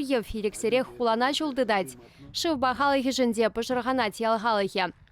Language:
Chuvash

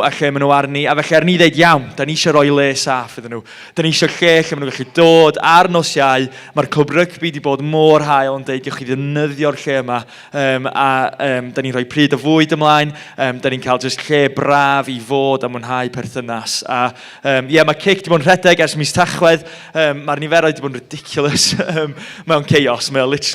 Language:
Welsh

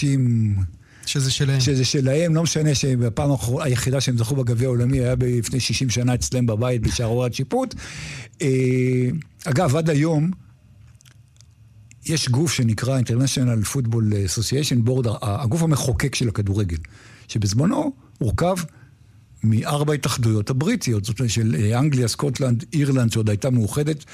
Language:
Hebrew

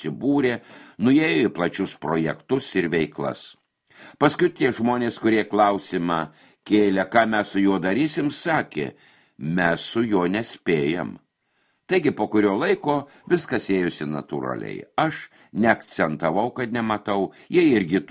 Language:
Lithuanian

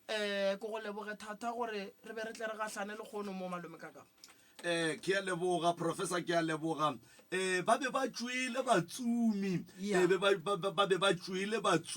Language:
Northern Sotho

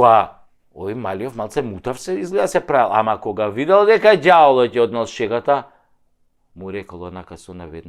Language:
Macedonian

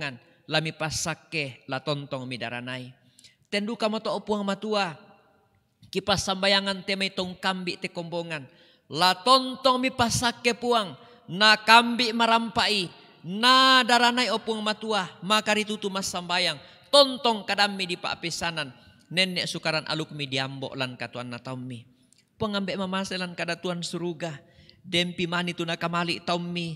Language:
Toraja-Sa'dan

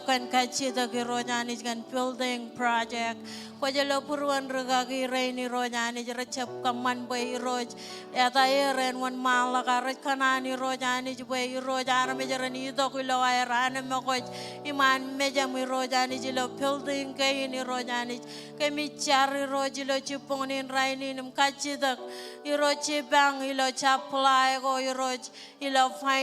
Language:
Marshallese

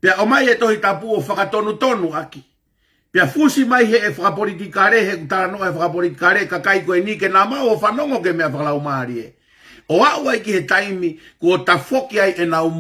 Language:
Tongan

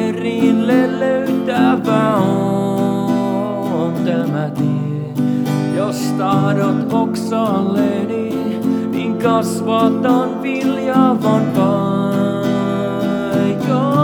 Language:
Finnish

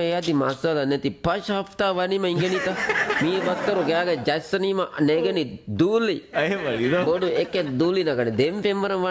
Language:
Divehi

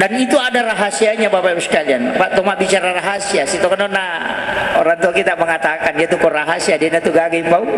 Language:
Buginese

